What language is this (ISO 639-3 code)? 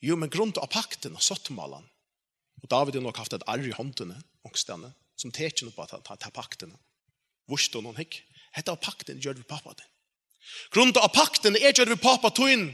fao